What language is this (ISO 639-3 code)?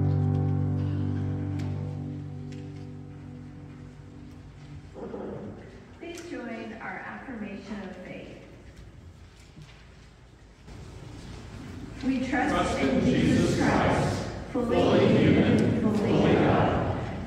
eng